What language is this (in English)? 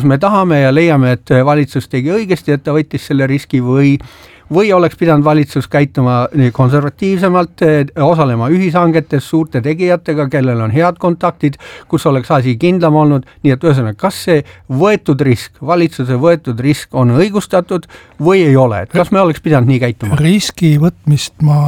Estonian